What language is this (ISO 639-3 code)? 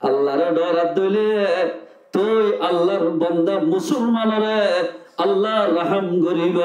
rhg